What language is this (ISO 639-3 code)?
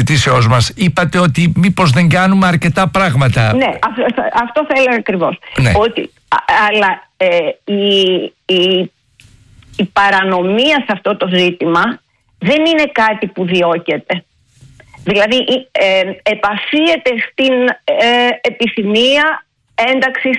ell